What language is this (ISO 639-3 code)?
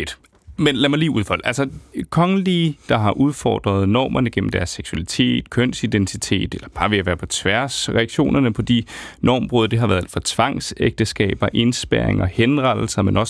dan